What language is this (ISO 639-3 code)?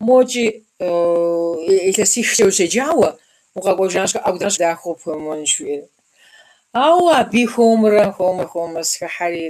kbd